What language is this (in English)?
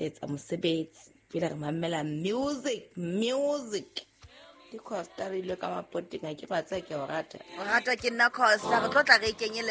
Southern Sotho